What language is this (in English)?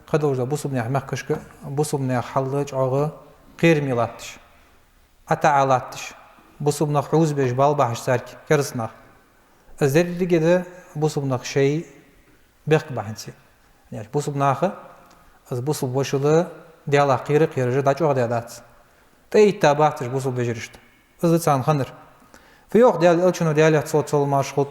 Ingush